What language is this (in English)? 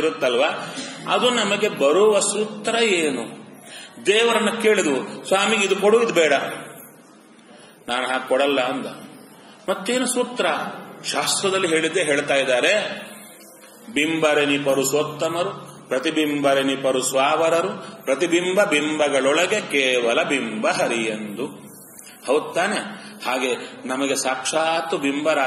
Kannada